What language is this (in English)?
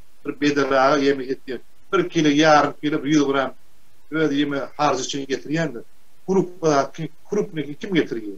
Turkmen